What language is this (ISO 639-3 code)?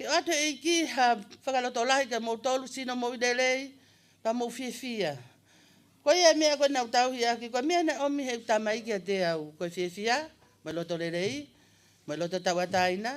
ton